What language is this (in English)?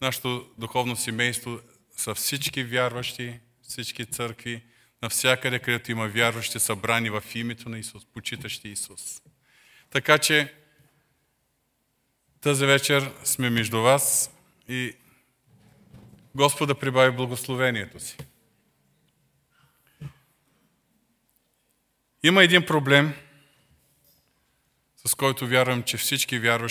Bulgarian